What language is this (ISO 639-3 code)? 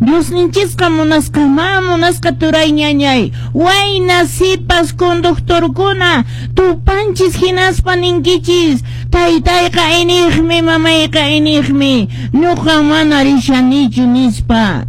que